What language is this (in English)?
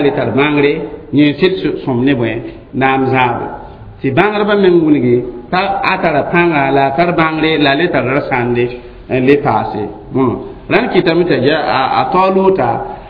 Mossi